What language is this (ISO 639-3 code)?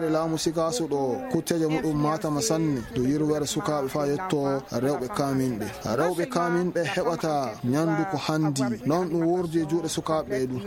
ful